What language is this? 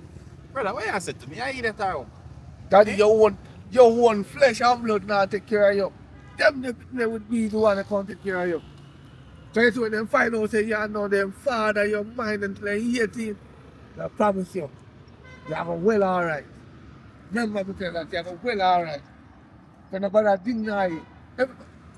Jamaican Creole English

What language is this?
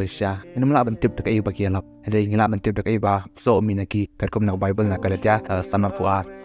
Khasi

